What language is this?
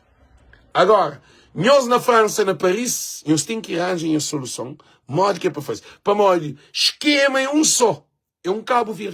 Kabuverdianu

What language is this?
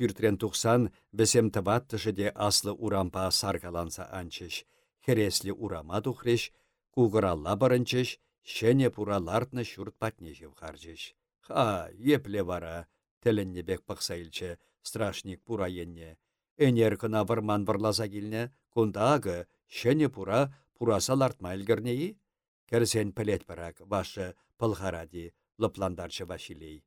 Chuvash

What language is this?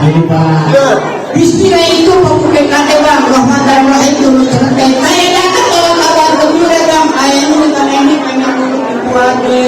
Betawi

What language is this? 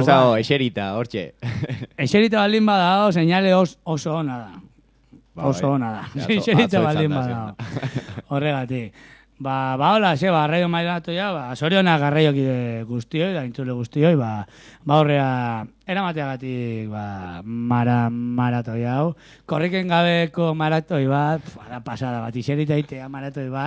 Basque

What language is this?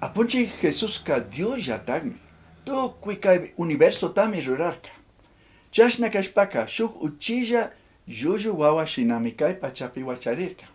Chimborazo Highland Quichua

